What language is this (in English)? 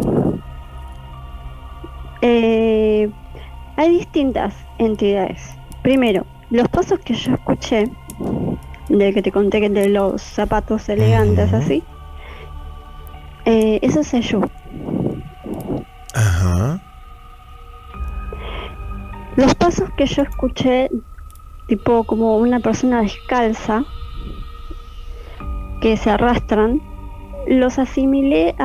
Spanish